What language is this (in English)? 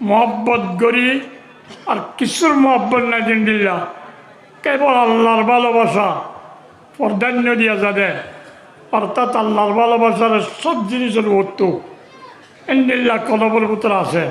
Rohingya